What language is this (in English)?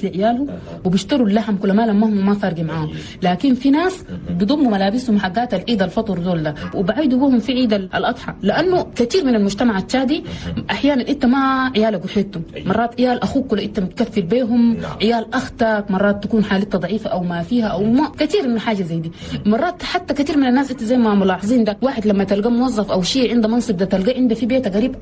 Chadian Arabic